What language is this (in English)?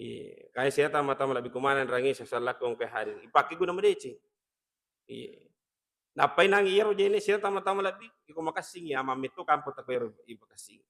Buginese